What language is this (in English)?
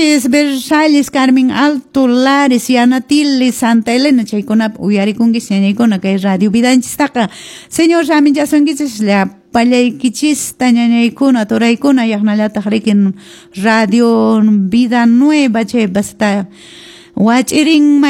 Quechua